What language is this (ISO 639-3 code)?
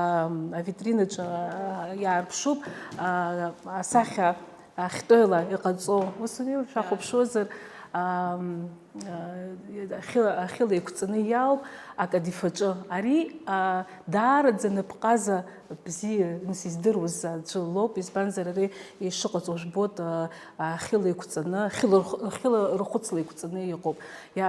abk